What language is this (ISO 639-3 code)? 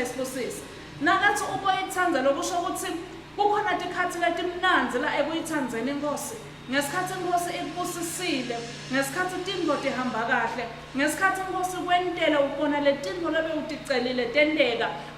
ssw